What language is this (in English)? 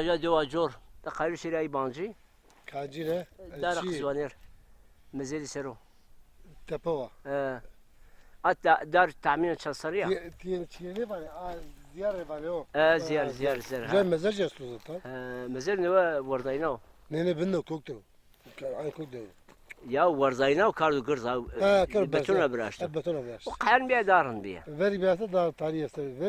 Zaza